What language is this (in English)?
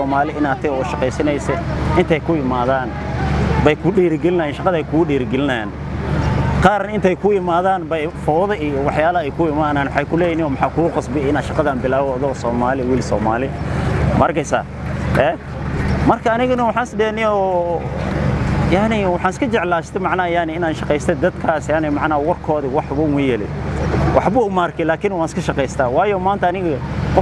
Somali